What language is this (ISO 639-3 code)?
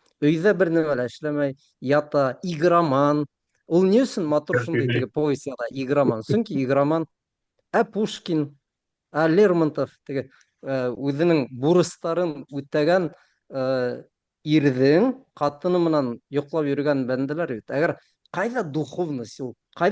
bak